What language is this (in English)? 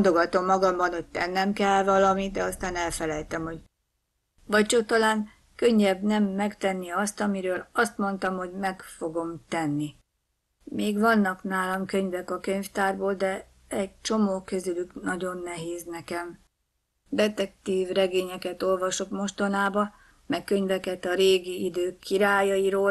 Hungarian